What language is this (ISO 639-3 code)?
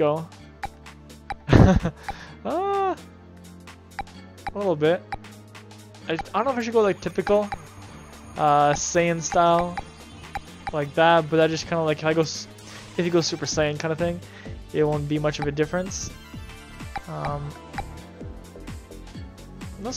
eng